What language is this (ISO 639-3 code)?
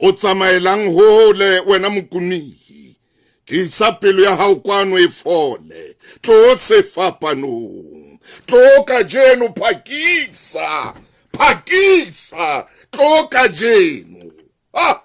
sot